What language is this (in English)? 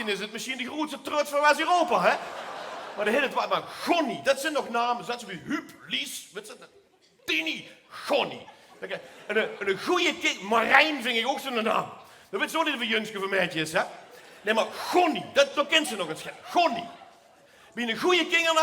Limburgish